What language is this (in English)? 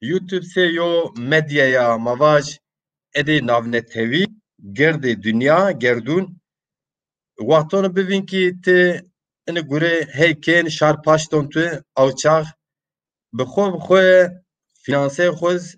Zaza